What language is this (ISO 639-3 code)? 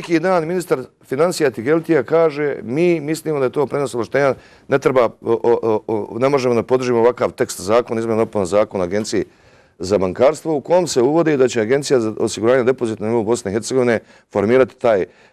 srp